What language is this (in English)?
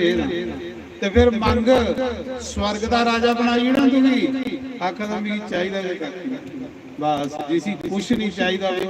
Dogri